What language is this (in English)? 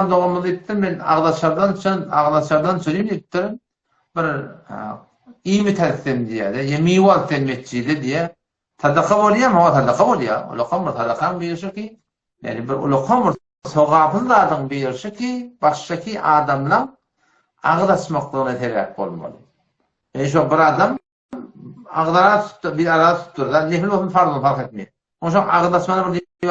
Turkmen